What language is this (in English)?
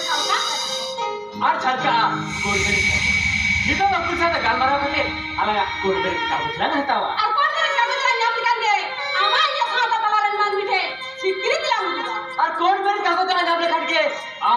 Santali